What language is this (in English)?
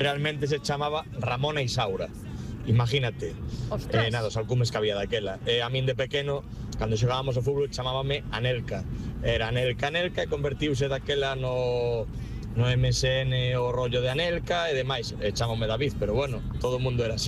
Galician